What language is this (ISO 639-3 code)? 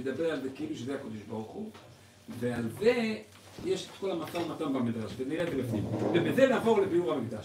heb